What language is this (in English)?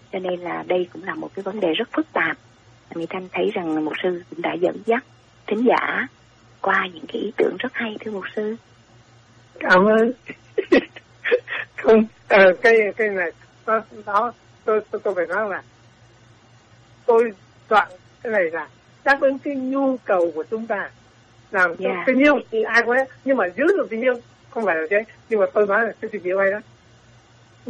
Vietnamese